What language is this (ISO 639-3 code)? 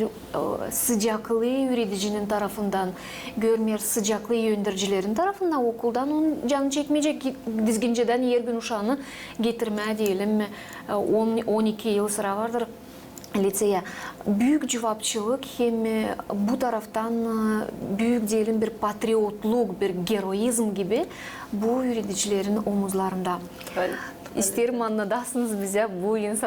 gag